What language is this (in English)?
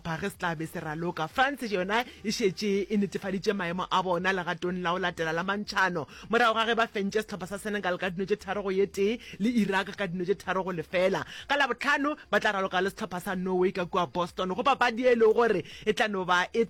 Northern Sotho